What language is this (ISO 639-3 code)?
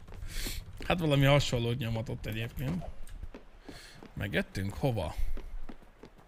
hun